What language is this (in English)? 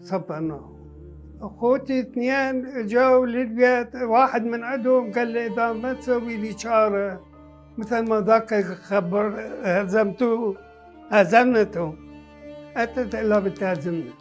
Mesopotamian Arabic